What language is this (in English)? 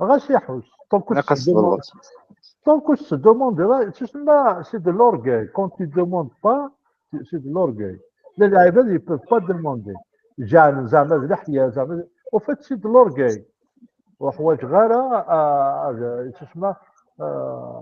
Kabyle